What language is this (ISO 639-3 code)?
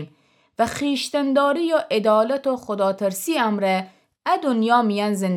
glk